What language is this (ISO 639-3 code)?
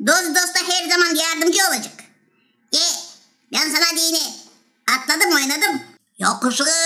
gag